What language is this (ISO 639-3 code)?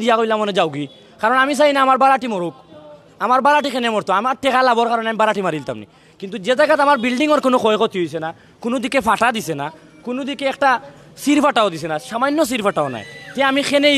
syl